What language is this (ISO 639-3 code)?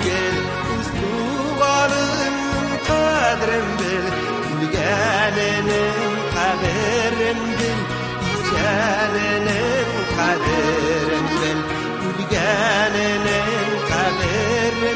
tat